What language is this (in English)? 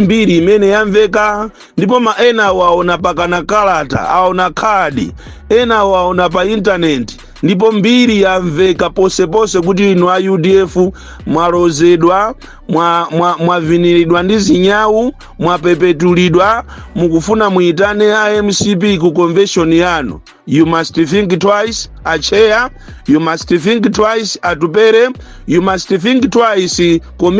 Nyanja